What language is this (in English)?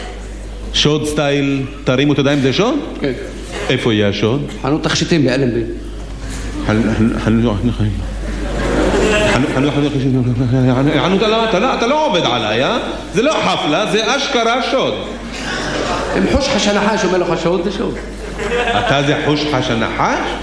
Hebrew